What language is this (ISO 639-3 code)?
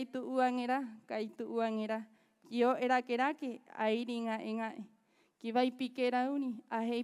rap